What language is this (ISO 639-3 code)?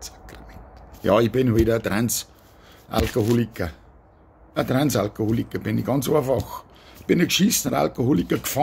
bar